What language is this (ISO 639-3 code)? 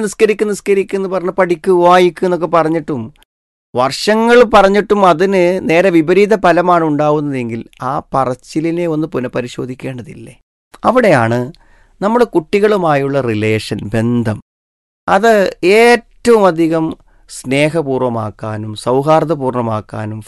mal